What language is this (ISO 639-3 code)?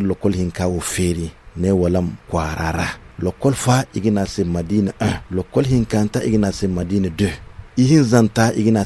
dje